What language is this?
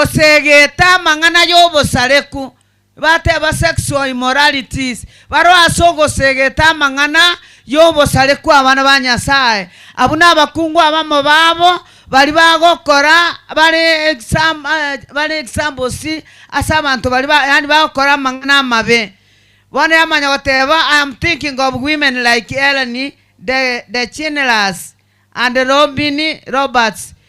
Gusii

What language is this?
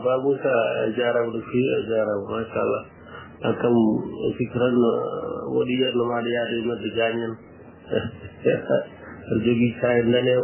Fula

